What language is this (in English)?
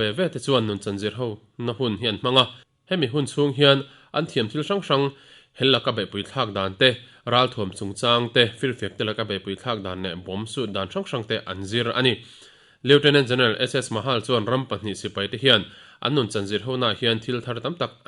Mizo